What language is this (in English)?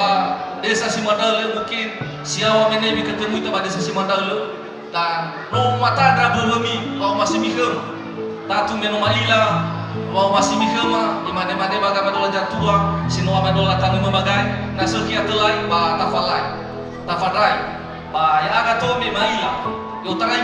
Nias